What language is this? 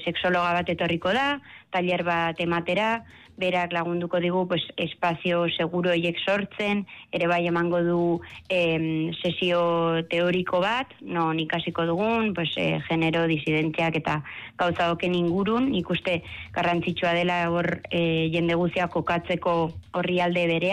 Basque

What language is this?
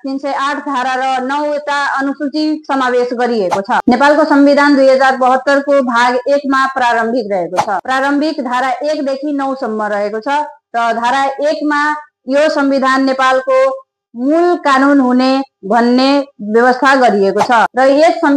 Nepali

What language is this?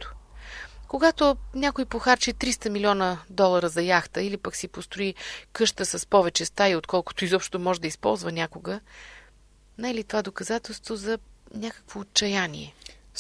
Bulgarian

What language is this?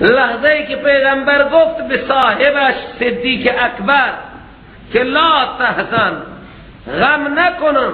Persian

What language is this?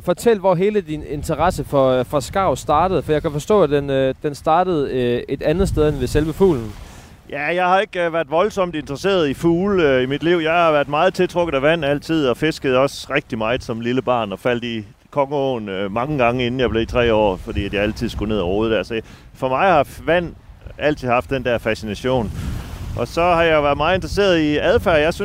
Danish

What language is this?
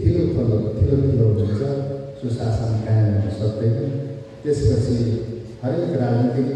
Nepali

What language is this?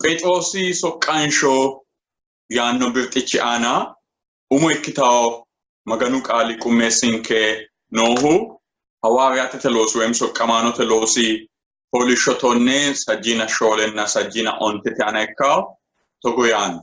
Sidamo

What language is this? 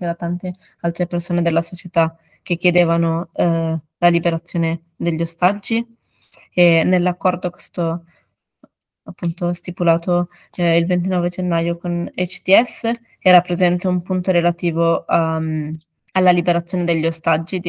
Italian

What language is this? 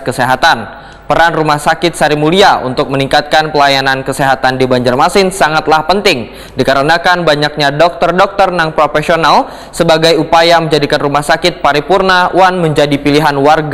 Banjar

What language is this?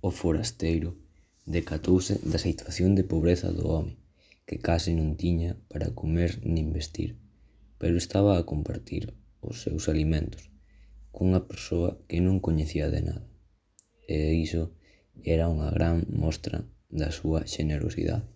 Galician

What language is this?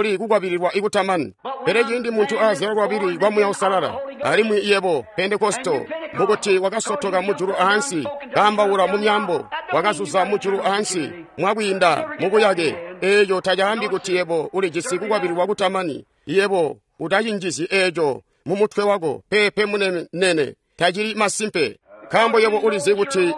Tonga (Zambia)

